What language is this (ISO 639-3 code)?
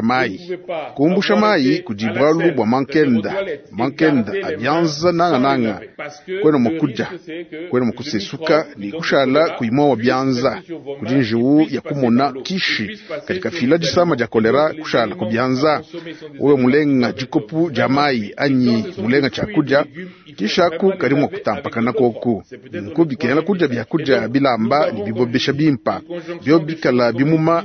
lua